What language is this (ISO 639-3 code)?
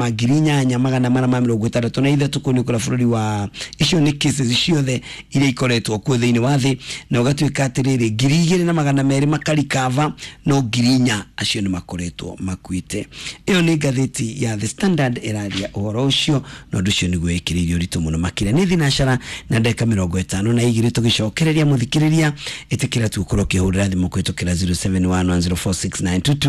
kik